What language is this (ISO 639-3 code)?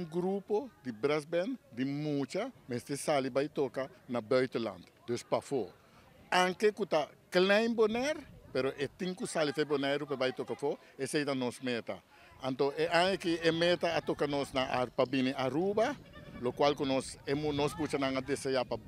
pap